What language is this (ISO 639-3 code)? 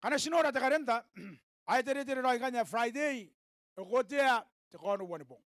gil